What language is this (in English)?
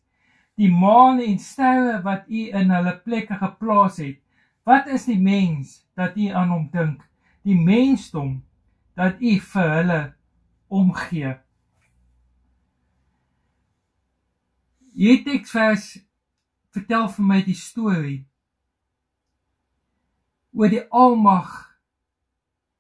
Afrikaans